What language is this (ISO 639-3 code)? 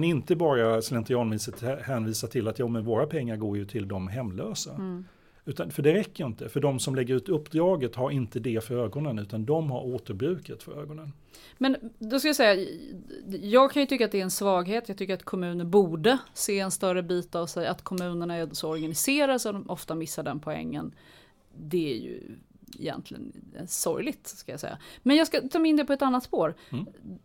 swe